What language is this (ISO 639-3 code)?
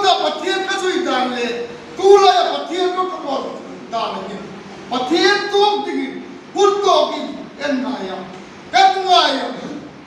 hmr